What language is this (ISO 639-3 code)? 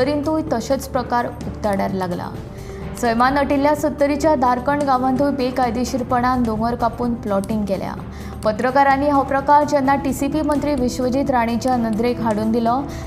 kok